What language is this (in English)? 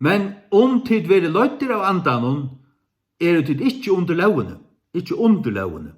Faroese